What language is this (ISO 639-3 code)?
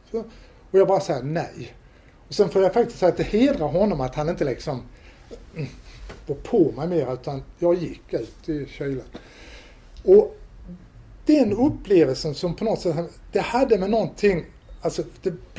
swe